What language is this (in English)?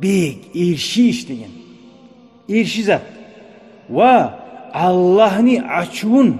Kumyk